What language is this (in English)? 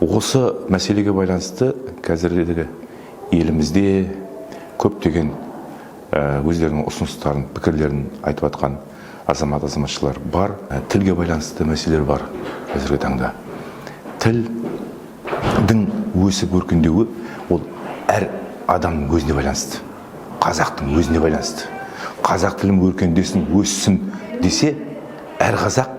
Kazakh